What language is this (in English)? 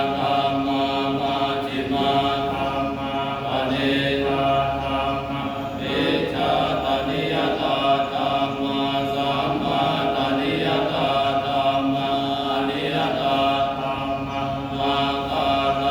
Pali